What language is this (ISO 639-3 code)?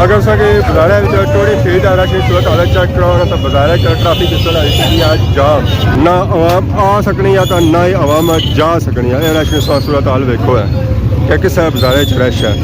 phr